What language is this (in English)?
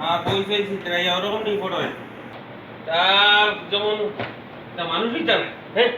Sylheti